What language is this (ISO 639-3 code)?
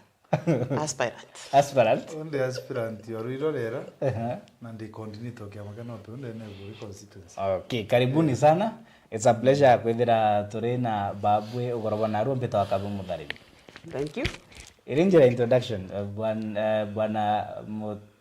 mer